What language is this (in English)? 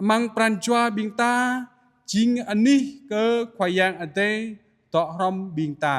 Jarai